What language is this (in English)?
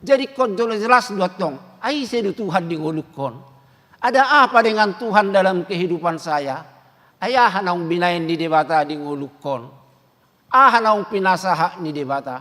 Batak Toba